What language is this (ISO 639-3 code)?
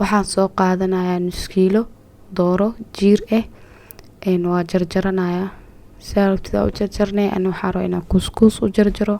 som